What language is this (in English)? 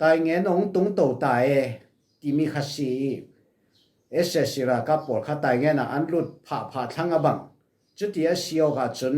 Falam Chin